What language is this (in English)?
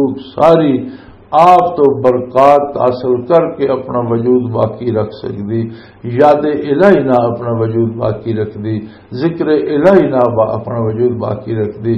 Western Panjabi